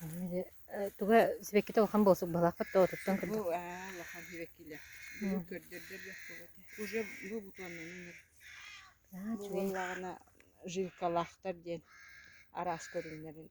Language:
Yakut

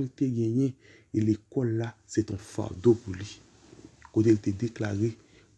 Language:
Haitian Creole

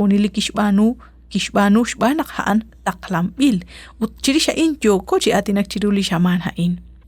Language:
Kekchí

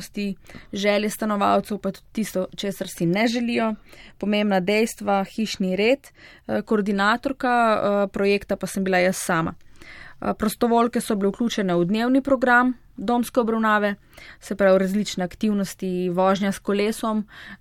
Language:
Slovenian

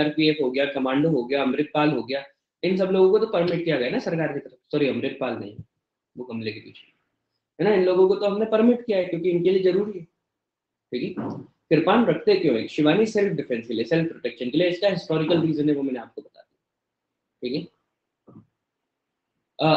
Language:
Hindi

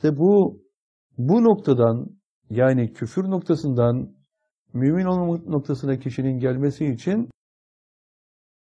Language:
Turkish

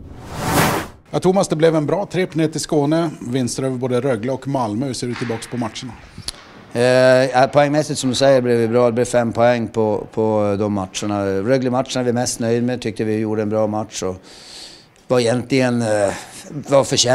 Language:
Swedish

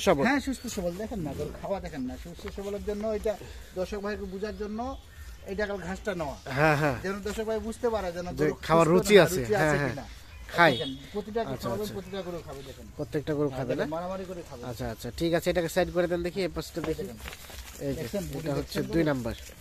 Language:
Bangla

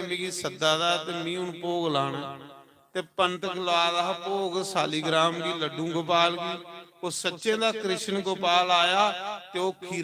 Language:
Dogri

